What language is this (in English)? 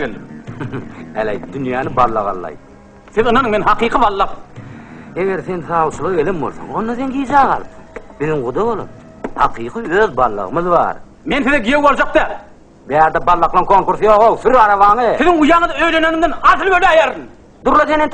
Turkmen